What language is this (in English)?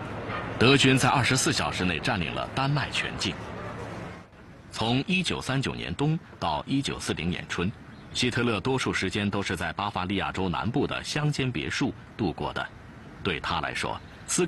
Chinese